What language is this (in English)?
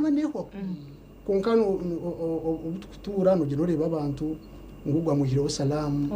Nyankole